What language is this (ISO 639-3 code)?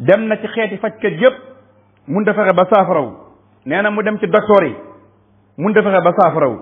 wol